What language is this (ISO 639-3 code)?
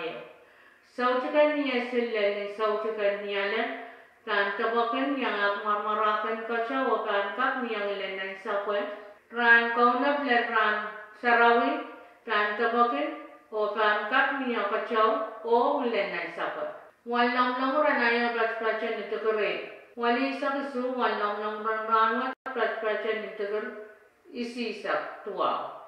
pon